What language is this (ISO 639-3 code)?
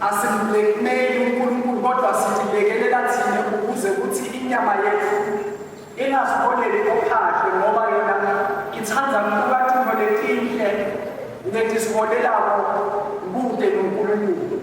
ssw